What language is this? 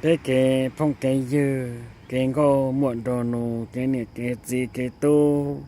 Hmong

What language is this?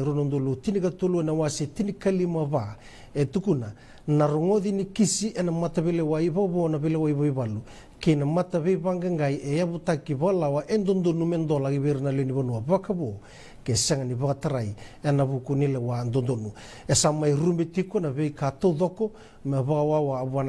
Fijian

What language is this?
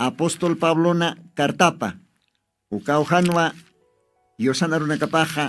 Aymara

